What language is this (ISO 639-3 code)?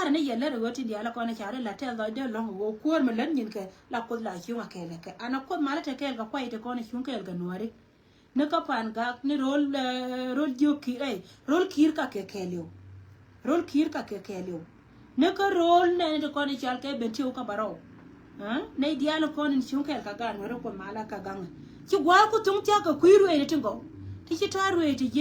nus